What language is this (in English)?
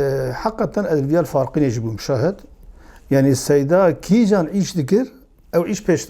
Kurdish